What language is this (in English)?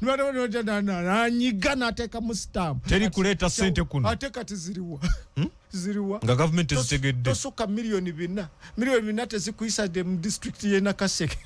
Ganda